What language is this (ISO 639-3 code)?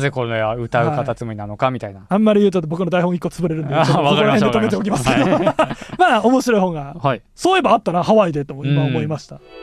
jpn